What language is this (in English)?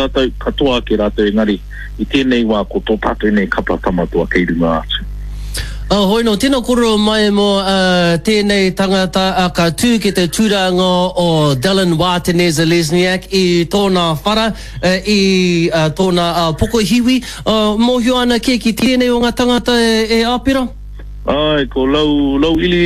Māori